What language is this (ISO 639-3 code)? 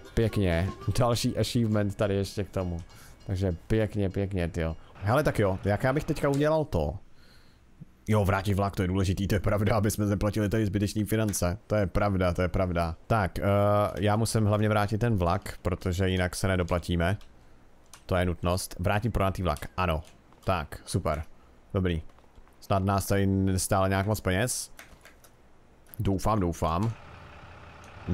ces